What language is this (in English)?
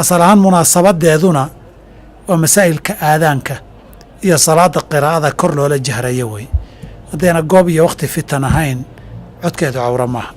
Somali